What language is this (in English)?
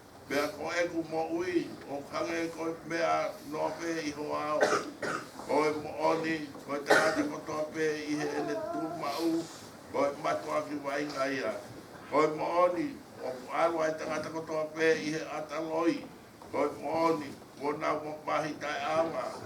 Tongan